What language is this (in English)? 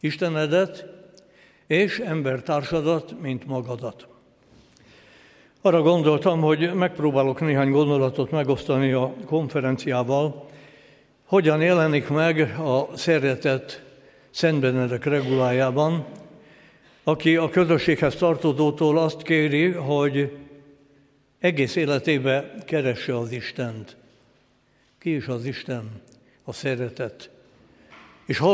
Hungarian